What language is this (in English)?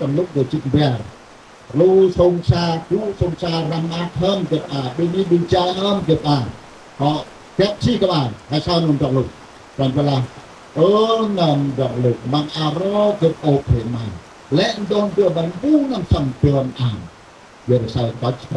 Central Mnong